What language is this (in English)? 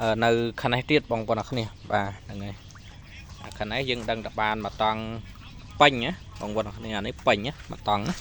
Khmer